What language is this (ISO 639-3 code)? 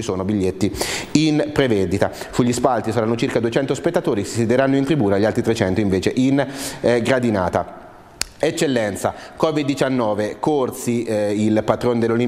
ita